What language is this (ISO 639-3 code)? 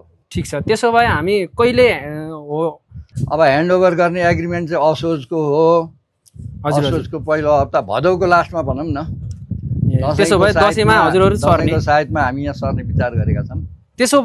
nep